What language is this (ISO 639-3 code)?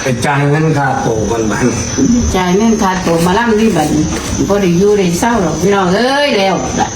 tts